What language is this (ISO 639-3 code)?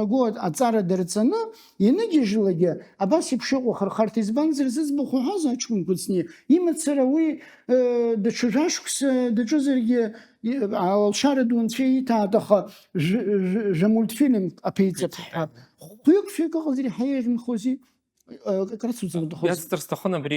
abk